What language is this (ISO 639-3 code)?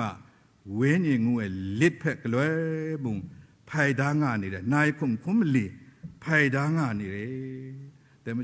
kac